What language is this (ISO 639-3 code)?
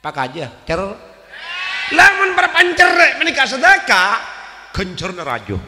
mad